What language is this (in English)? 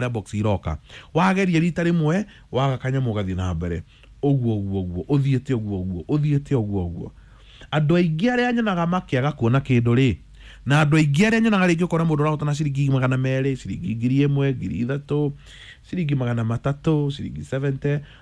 Kikuyu